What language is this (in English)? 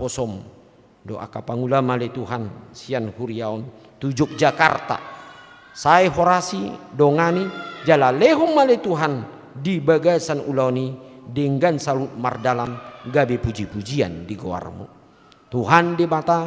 Batak Toba